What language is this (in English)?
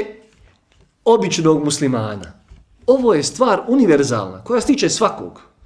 Bosnian